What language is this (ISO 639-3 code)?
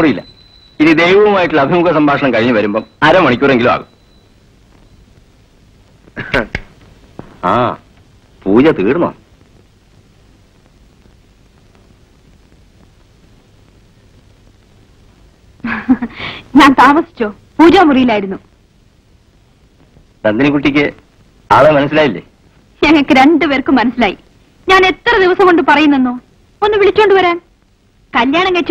mal